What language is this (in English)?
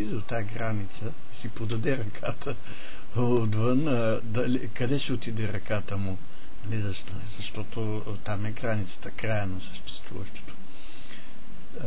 Bulgarian